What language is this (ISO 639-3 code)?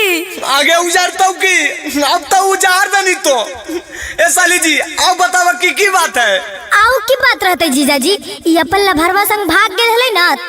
mag